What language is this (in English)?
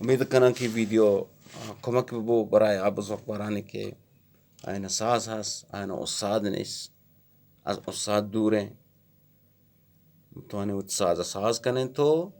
Eastern Balochi